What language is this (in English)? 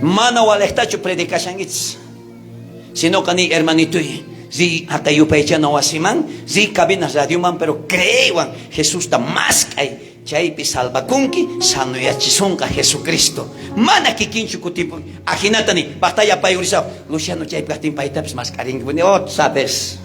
South Bolivian Quechua